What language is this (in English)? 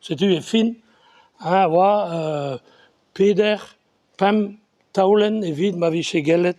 Breton